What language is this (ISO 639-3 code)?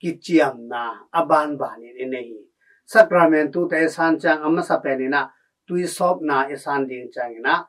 ctd